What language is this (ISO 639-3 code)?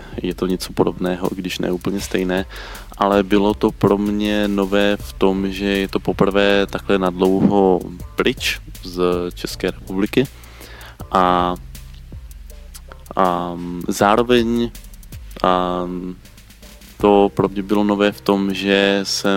ces